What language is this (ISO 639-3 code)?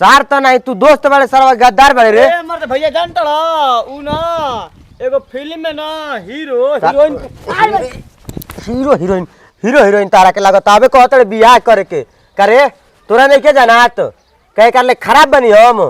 bho